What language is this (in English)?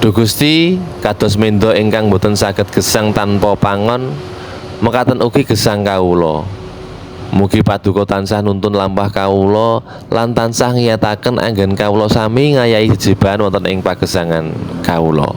Javanese